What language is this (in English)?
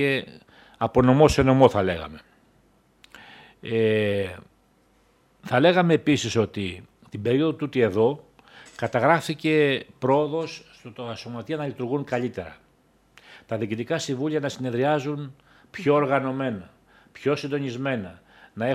Greek